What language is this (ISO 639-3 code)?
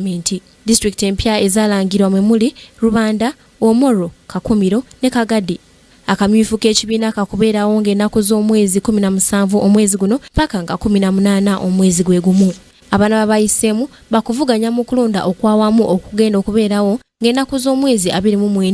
lug